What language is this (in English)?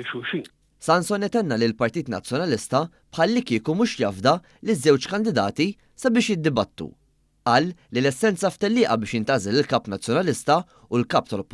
Maltese